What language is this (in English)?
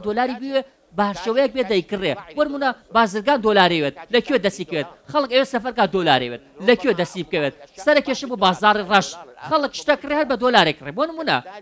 Central Kurdish